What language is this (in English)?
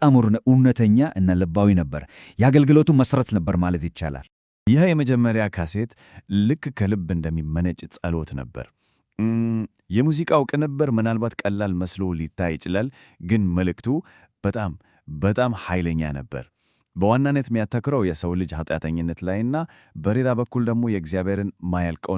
Amharic